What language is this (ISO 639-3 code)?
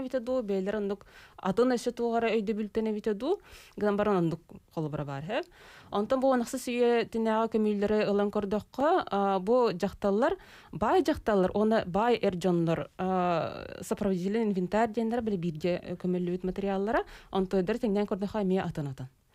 sah